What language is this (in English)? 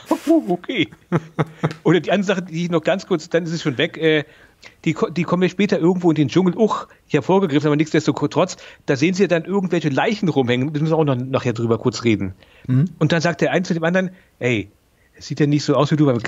German